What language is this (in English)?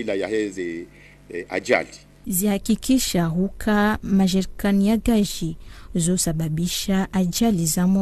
Ngazidja Comorian